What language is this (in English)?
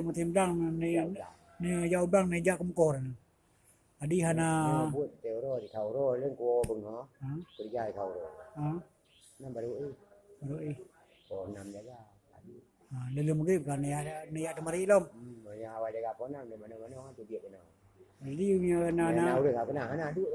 Achinese